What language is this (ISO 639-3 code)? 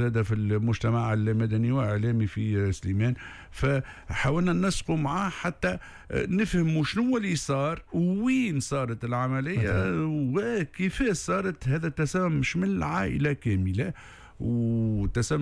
aeb